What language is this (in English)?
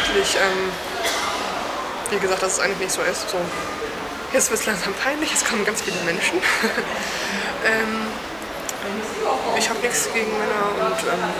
German